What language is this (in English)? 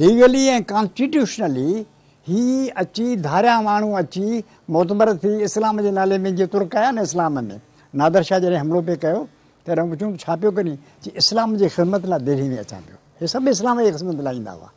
Sindhi